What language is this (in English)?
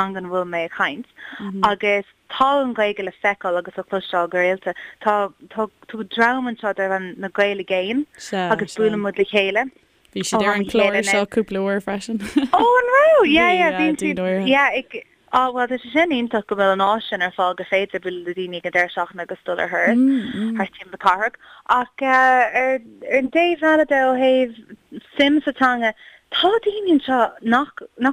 Irish